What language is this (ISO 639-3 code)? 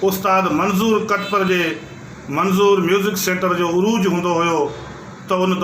snd